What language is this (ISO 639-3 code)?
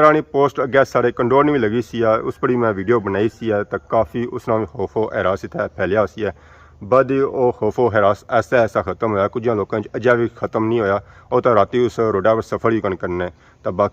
phr